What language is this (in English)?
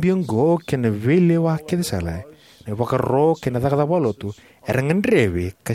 Fijian